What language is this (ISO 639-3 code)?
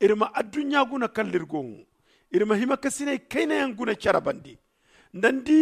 dje